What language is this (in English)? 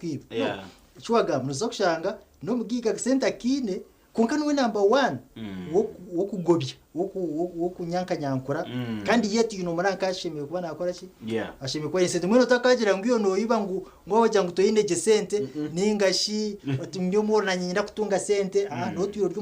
Nyankole